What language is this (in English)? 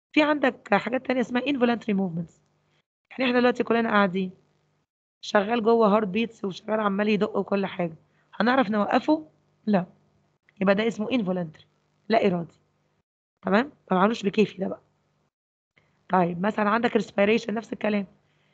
Egyptian Arabic